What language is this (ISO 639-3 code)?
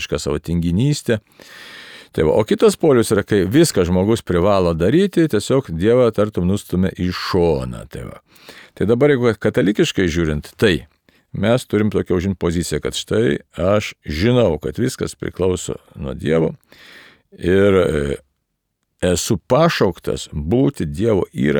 lit